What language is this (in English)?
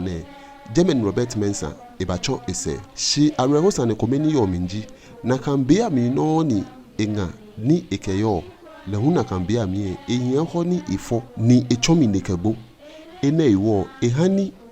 Ga